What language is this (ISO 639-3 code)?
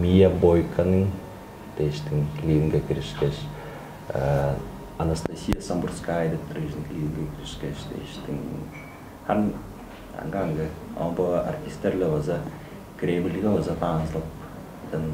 tyv